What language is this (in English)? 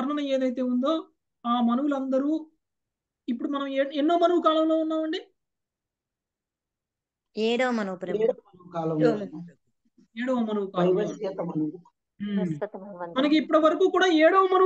Telugu